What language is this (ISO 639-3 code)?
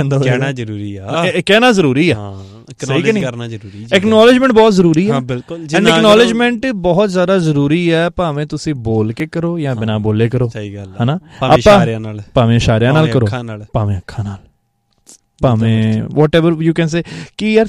pan